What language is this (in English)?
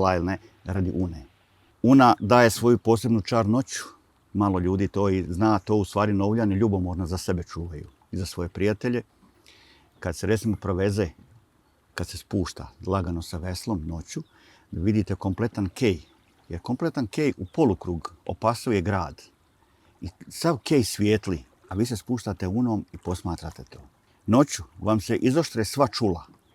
Bosnian